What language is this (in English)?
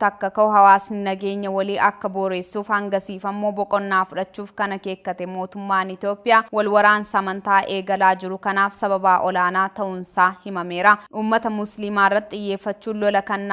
Oromo